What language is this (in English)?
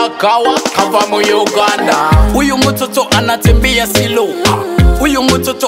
Swahili